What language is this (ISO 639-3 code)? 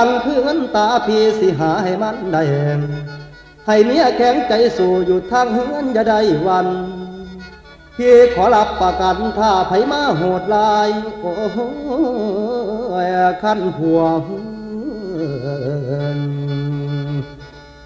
tts